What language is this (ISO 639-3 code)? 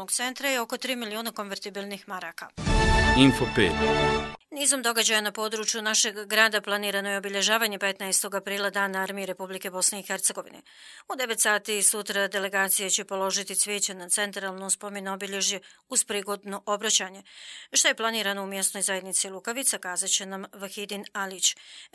bos